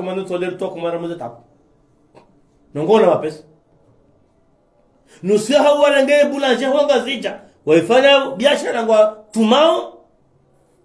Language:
Swahili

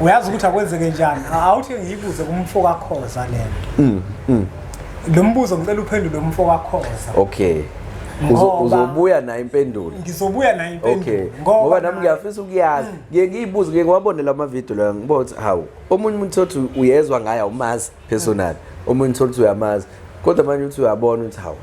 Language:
Zulu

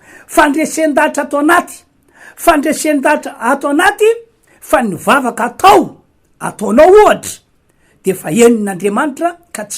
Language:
Malagasy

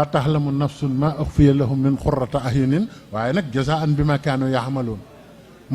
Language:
Wolof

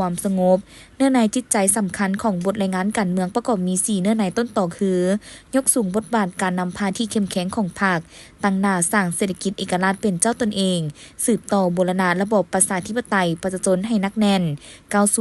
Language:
Lao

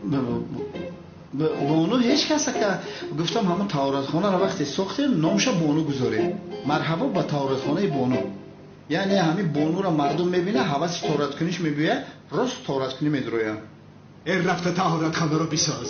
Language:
Tajik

